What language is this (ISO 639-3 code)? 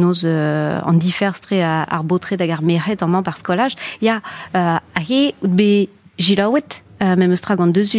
bre